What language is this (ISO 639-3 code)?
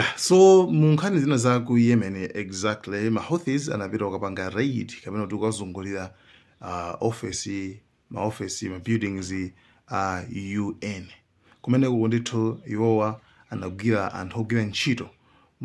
nya